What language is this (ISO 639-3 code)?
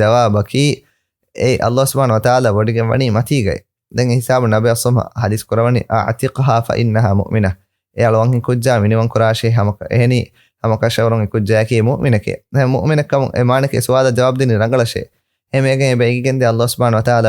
div